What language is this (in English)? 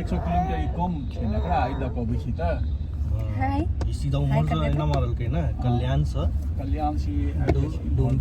Maithili